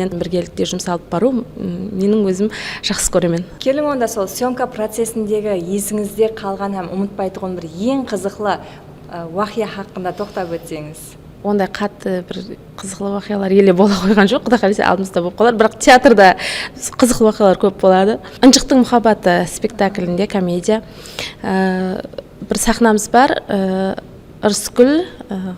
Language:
Kara-Kalpak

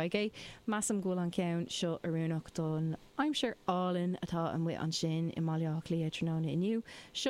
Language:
Irish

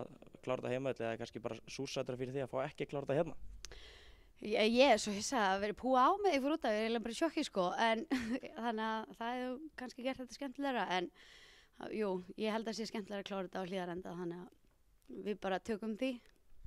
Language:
Icelandic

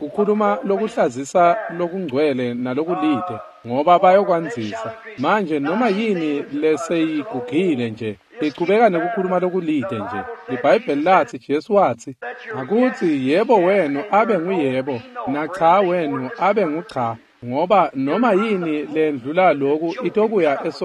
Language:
Swati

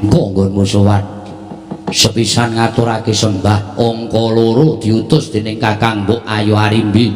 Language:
Javanese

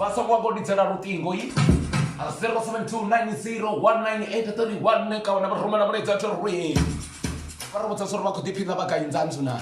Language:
Venda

